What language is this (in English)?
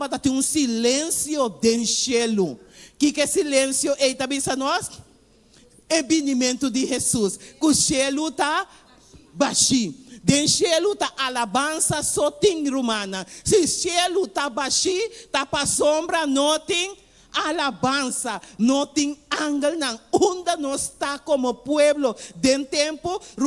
Papiamento